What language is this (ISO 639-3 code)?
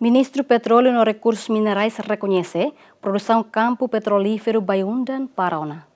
tet